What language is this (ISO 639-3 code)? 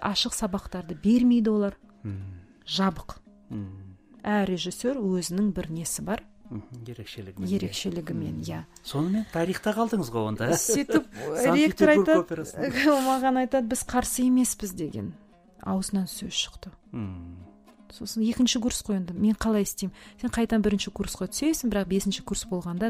kaz